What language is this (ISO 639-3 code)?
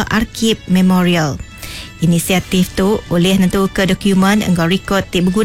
iba